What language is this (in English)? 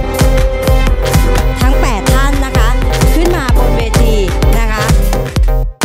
Thai